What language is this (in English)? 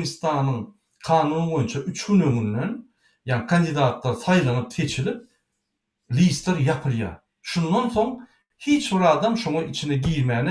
Turkmen